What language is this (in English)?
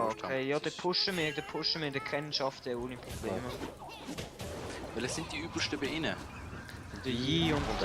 Swiss German